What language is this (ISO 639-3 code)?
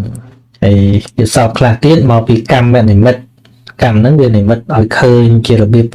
khm